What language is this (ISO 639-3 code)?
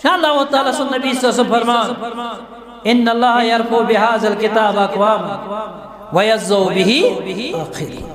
kas